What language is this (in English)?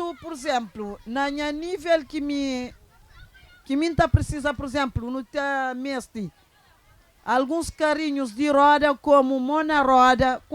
Kabuverdianu